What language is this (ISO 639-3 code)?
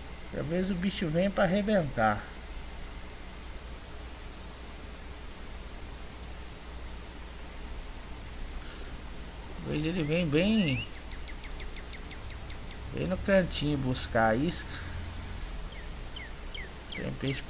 por